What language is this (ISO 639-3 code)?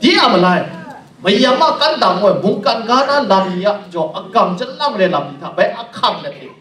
kac